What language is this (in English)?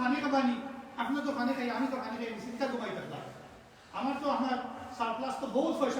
Sylheti